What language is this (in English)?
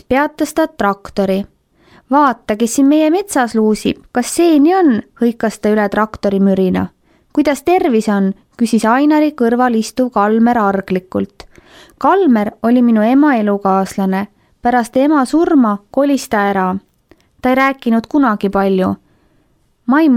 Estonian